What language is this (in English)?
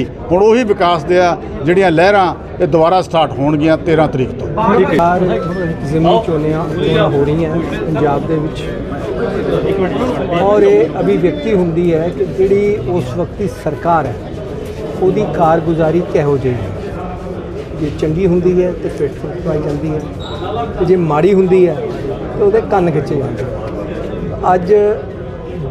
Punjabi